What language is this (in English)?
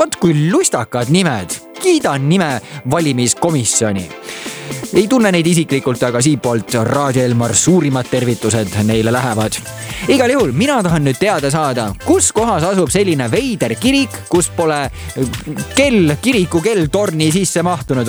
Estonian